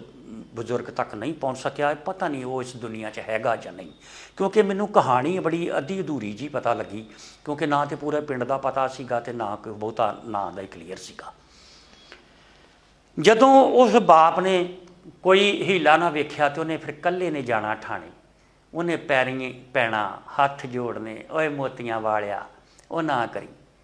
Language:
Punjabi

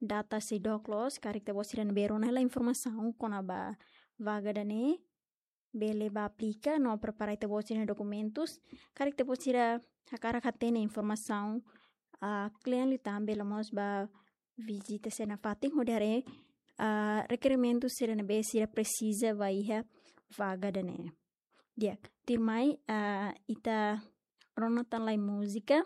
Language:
Tetum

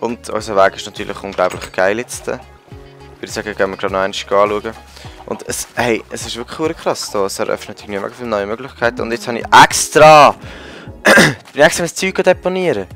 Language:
Swiss German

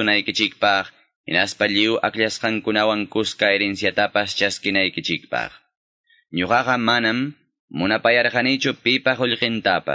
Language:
Quechua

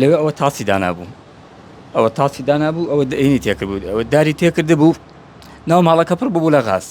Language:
Central Kurdish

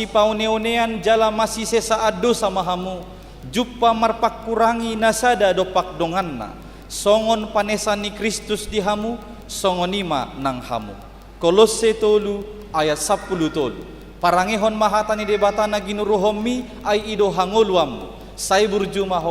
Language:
Batak Toba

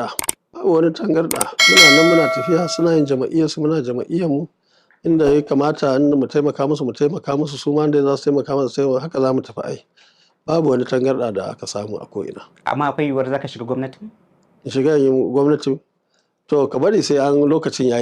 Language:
Hausa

